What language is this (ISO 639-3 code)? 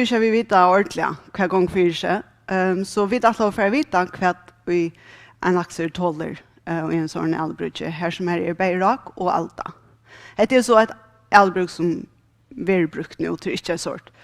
fao